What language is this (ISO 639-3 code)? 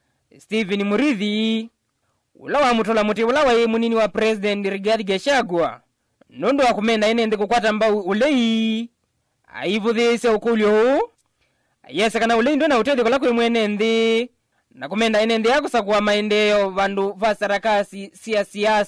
kam